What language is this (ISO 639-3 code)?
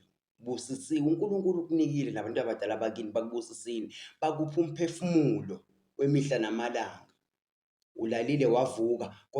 zul